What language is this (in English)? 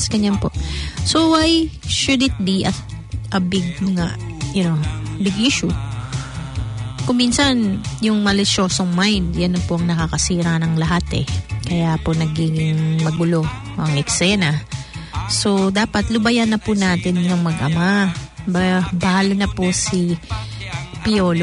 Filipino